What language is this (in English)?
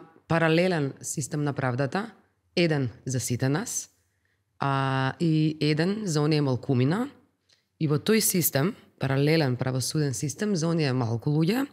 Macedonian